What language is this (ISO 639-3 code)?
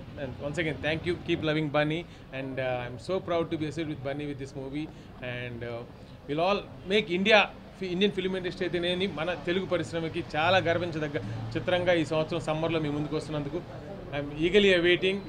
tel